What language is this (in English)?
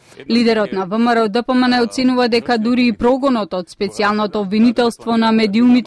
Macedonian